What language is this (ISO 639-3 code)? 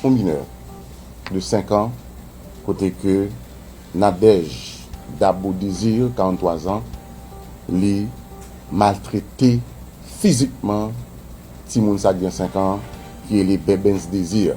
hat